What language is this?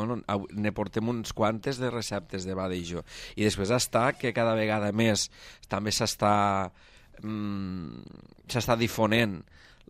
Catalan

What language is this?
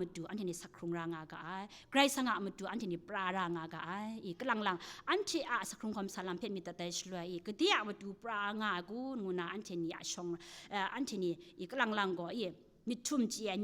Kachin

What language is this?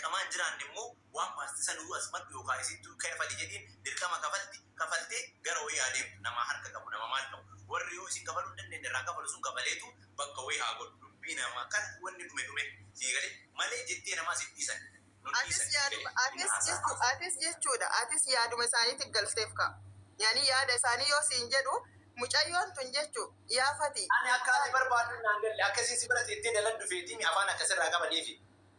Oromo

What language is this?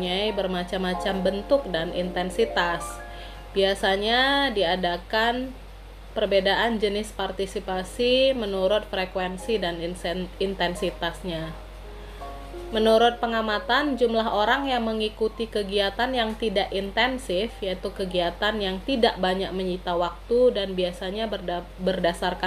Indonesian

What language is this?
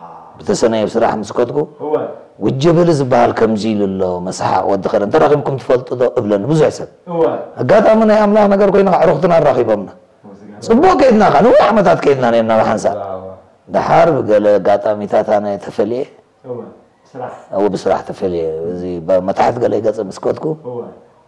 Tigrinya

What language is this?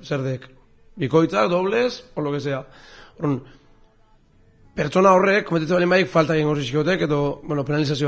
Basque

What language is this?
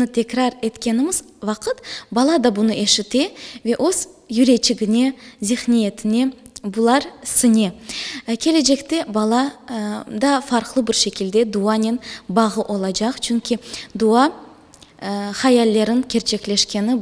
Crimean Tatar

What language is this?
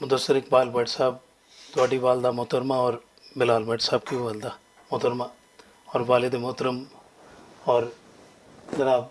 Western Panjabi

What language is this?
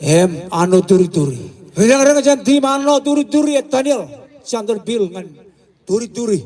Marshallese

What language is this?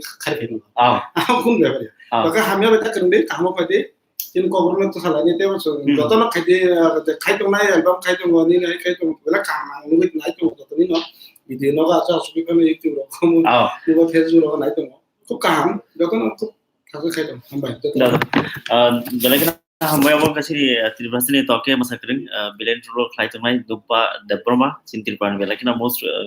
Kok Borok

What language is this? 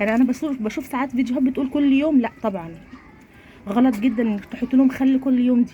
Egyptian Arabic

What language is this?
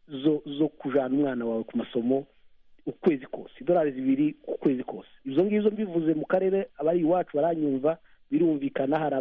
Kinyarwanda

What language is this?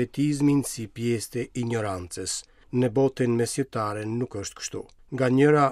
Albanian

